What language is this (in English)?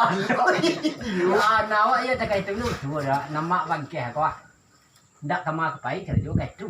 Minangkabau